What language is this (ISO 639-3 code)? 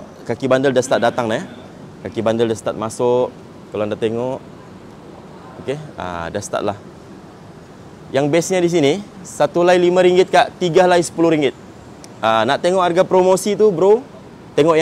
msa